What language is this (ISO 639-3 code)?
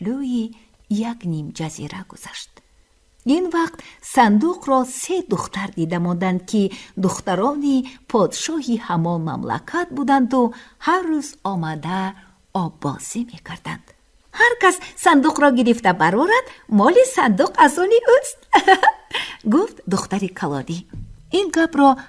tgk